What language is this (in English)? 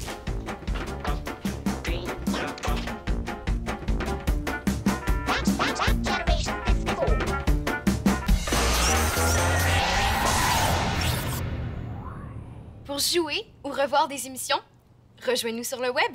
French